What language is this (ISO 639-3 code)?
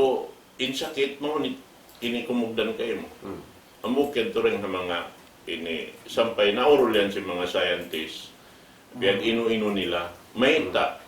tsg